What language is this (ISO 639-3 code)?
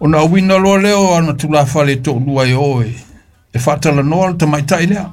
smo